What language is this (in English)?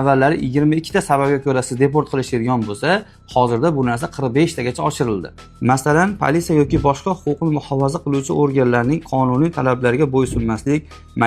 Uzbek